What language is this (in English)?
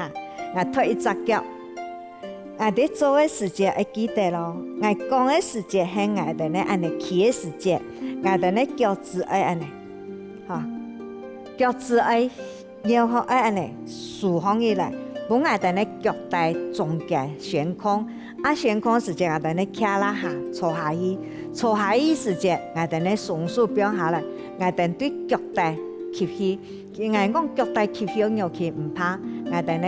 Hakka Chinese